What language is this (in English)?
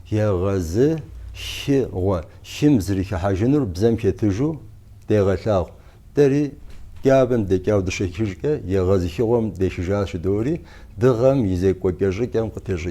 Kabardian